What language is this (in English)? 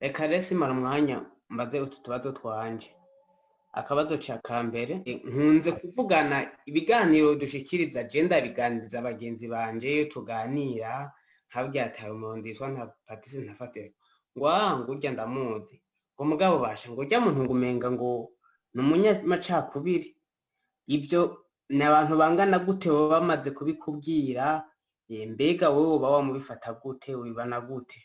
Rundi